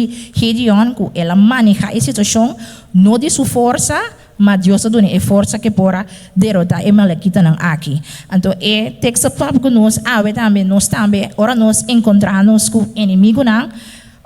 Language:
Papiamento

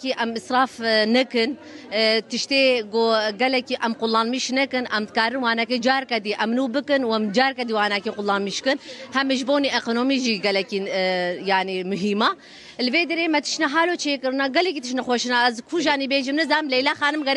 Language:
Kurdish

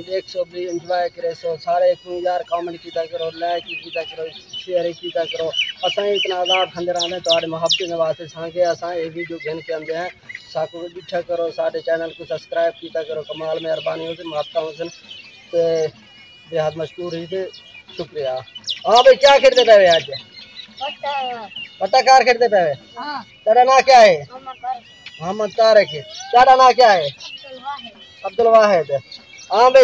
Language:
Saraiki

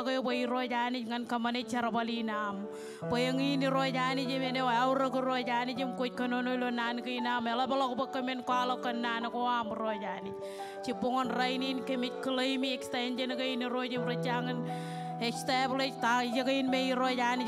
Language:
Marshallese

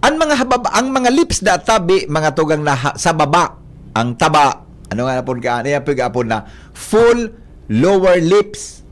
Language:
Bikol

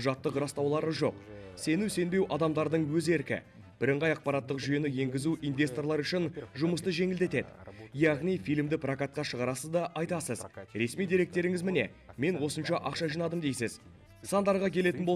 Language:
Kazakh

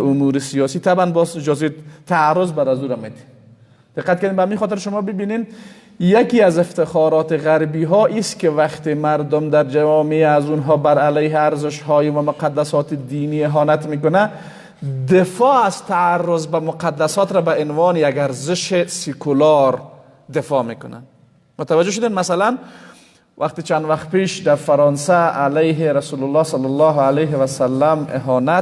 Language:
Persian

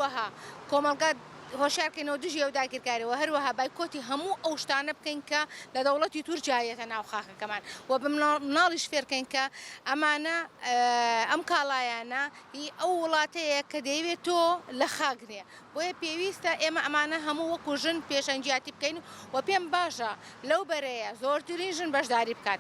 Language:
Central Kurdish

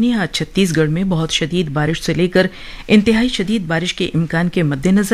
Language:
Urdu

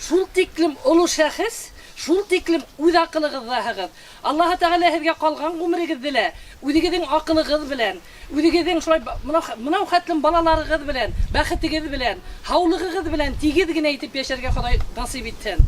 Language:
Bashkir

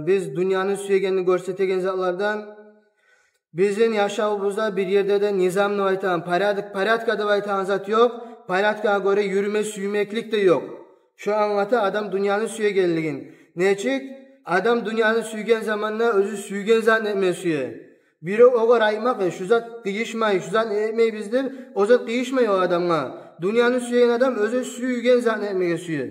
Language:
Kumyk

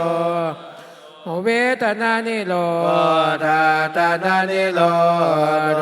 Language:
Pali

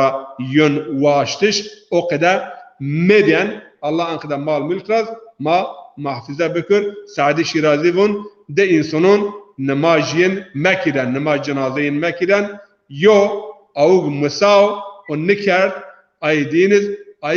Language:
Zaza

